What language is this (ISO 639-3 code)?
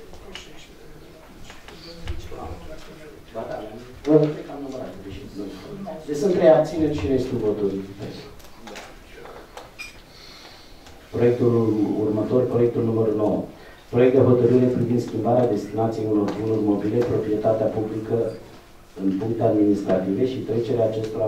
ron